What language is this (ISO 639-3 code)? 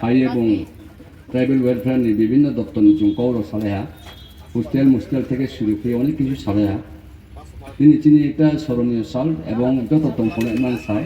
ria